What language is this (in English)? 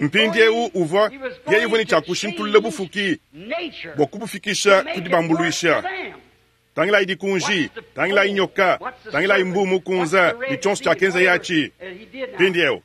Luba-Lulua